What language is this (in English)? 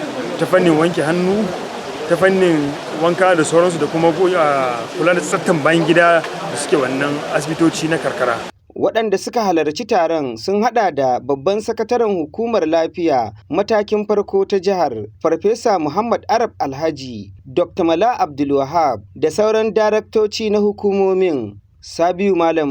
Hausa